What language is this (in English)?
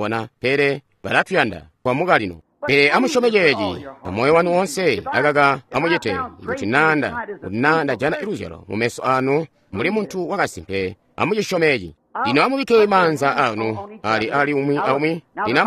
Tonga (Zambia)